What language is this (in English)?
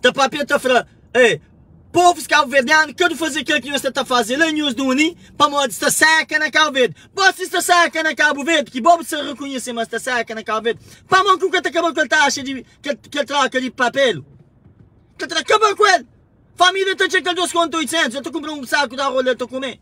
Kabuverdianu